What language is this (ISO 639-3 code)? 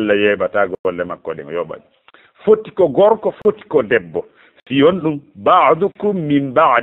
ful